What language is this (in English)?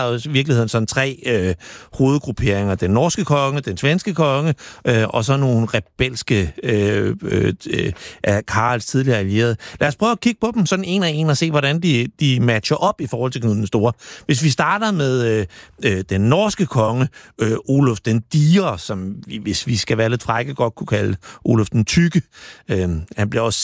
Danish